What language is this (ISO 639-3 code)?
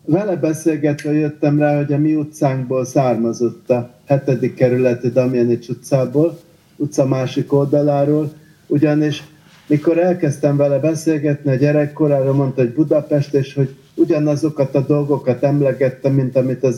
hun